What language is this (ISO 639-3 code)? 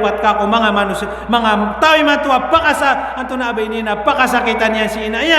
mrw